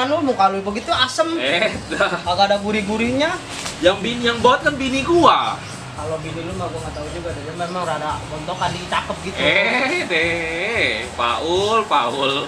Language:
Betawi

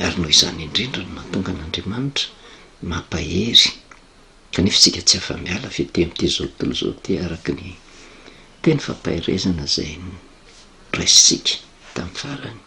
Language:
Malagasy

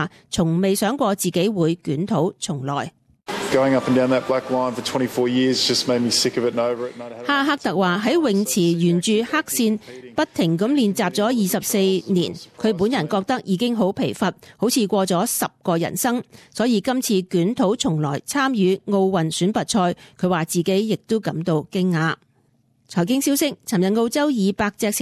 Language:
Cantonese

